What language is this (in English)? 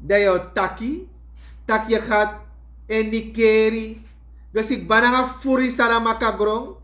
Sranan Tongo